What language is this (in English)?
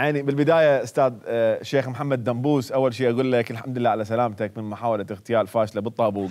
Mesopotamian Arabic